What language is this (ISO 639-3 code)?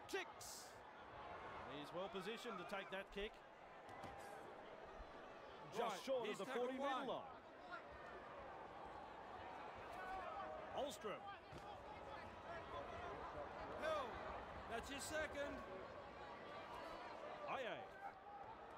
eng